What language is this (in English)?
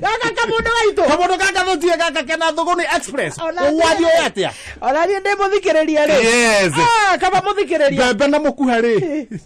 Kikuyu